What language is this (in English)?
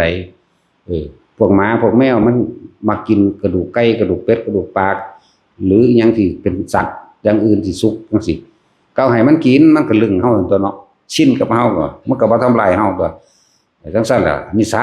Northeastern Thai